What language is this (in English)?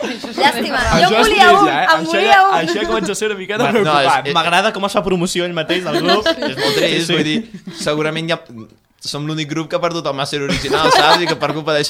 Catalan